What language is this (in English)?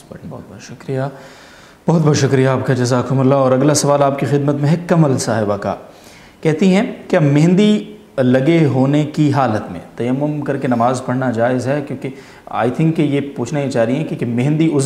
Urdu